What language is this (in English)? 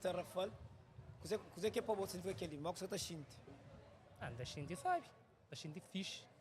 Kabuverdianu